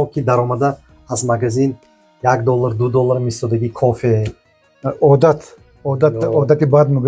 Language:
Tajik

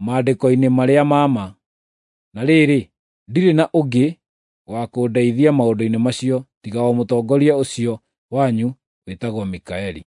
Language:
Kikuyu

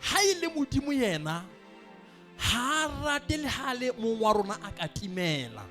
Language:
Southern Sotho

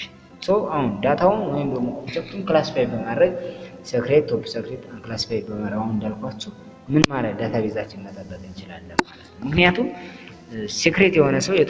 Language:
Amharic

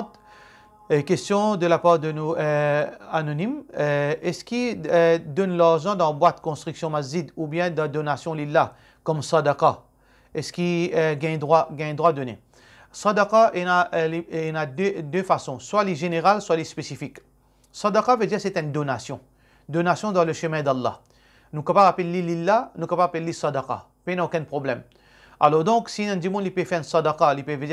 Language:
Morisyen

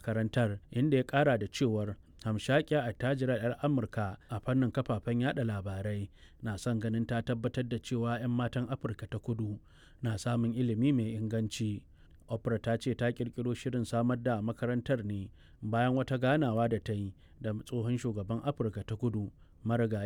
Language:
Hausa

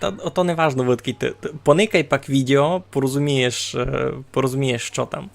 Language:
Rusyn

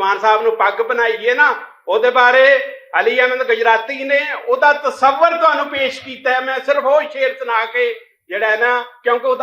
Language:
Western Panjabi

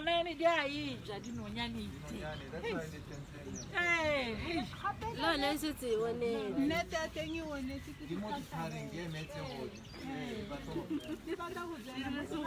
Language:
Tswana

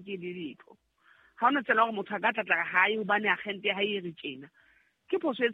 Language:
Southern Sotho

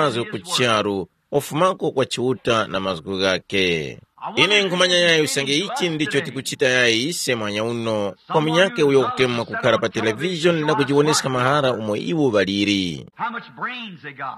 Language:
Tumbuka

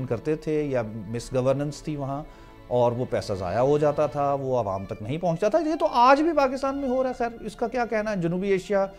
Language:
Urdu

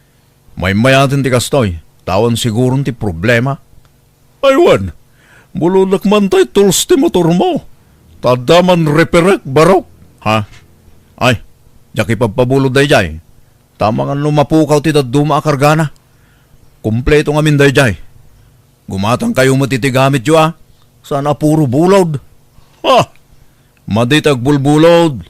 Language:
Iloko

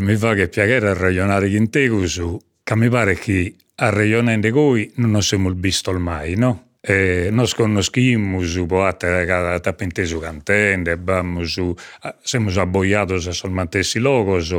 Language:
Sardinian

